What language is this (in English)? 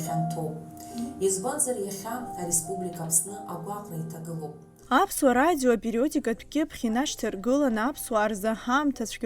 Abkhazian